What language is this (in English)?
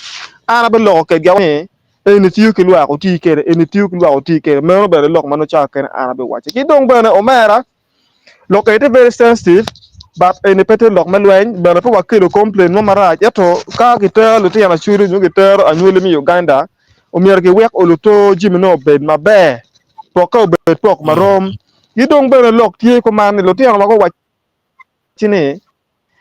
Acoli